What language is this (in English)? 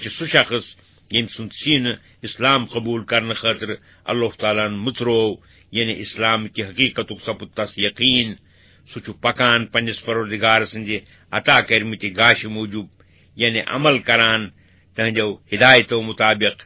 Kashmiri